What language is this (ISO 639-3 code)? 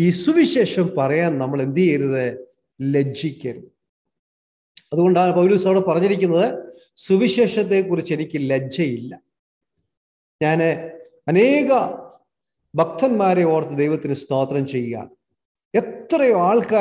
mal